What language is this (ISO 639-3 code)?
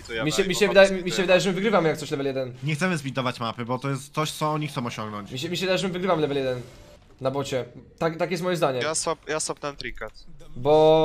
pol